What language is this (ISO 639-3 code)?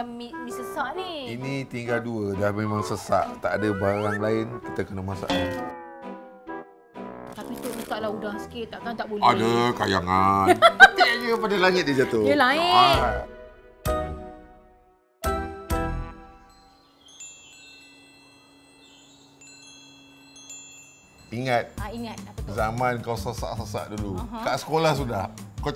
msa